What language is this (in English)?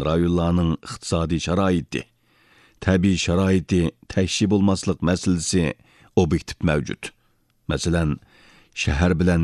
Uyghur